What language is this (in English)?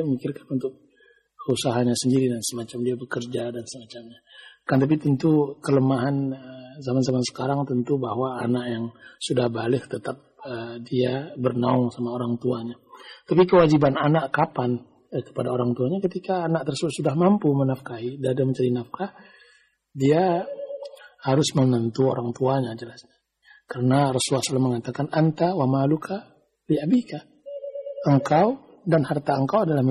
Indonesian